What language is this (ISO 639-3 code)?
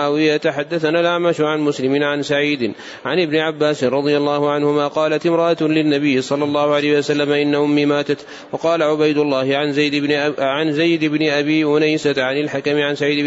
ara